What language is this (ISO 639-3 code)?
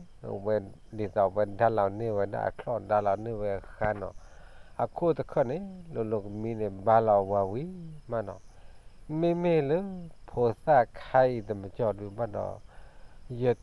ksw